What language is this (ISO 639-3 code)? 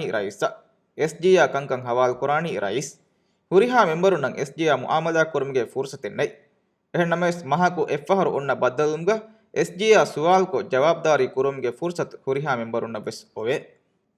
div